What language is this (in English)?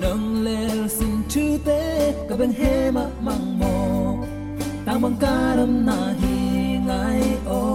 Tedim Chin